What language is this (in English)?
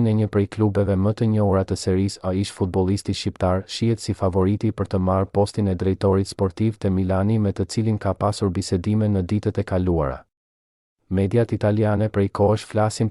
Albanian